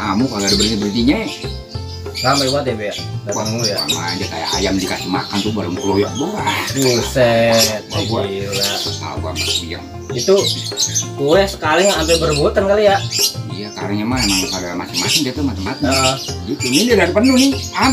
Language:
Betawi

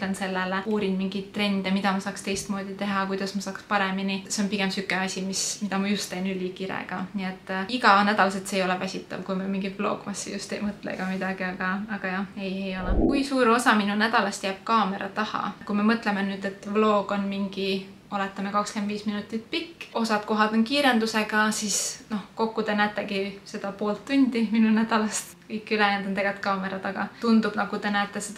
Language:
Estonian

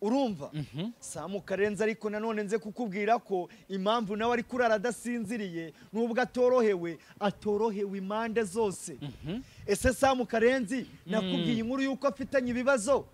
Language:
Kinyarwanda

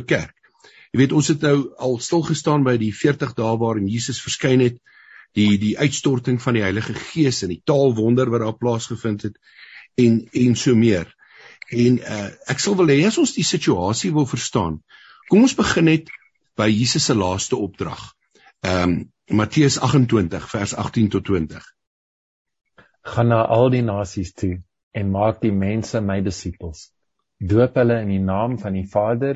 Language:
Afrikaans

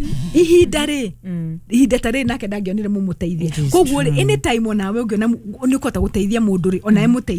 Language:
Kikuyu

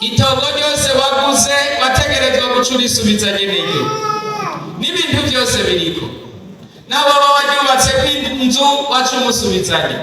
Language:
Rundi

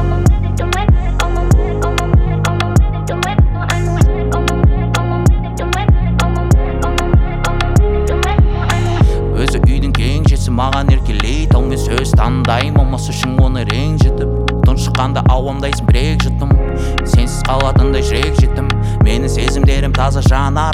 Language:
Kazakh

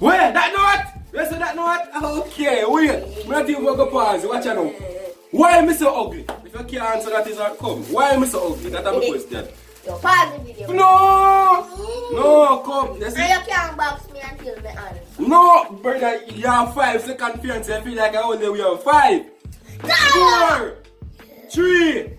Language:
Jamaican Creole English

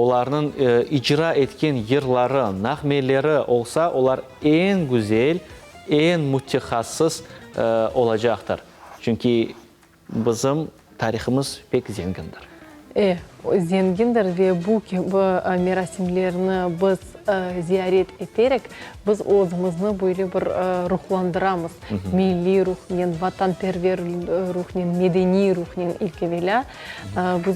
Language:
Crimean Tatar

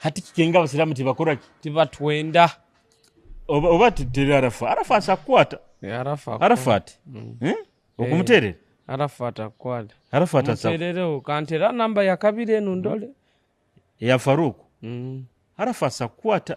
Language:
Nyoro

